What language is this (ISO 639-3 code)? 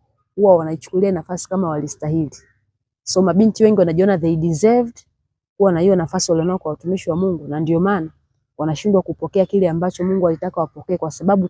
swa